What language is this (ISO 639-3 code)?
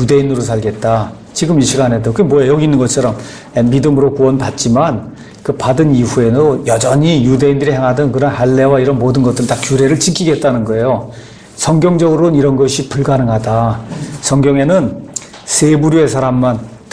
kor